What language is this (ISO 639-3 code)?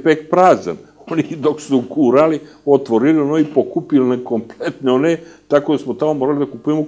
hrv